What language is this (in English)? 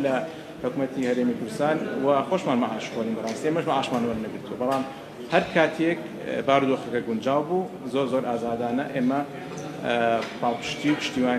Central Kurdish